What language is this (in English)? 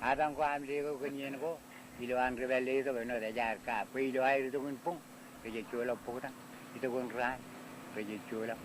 Marshallese